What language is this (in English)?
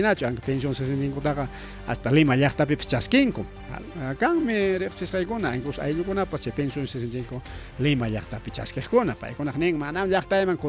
Ayacucho Quechua